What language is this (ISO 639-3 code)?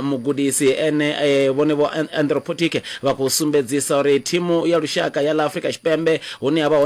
ven